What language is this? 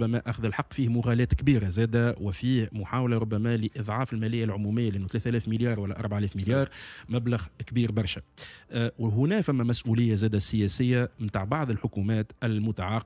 Tunisian Arabic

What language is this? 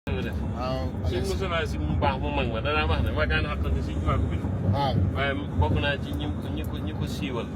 Wolof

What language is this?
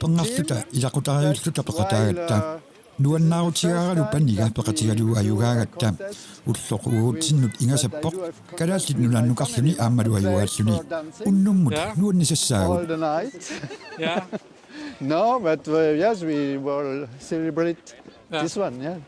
Kalaallisut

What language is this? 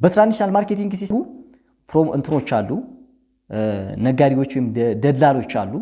Amharic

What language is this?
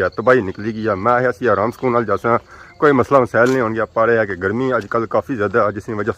Pahari-Potwari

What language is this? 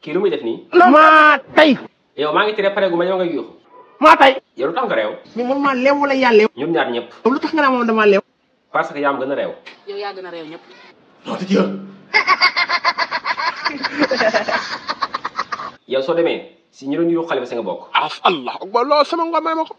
Wolof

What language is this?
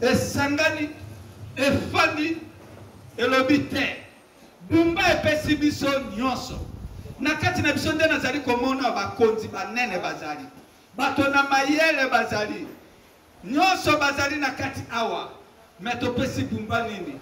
Lingala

